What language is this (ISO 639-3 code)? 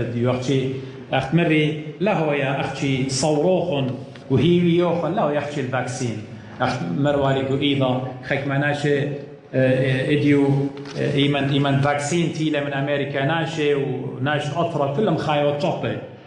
aii